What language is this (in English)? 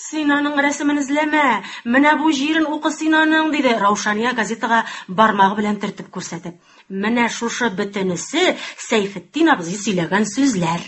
Tatar